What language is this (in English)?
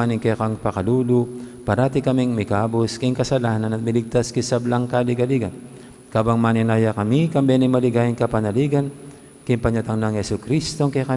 Pampanga